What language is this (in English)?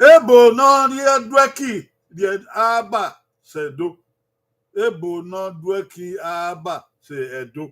Bini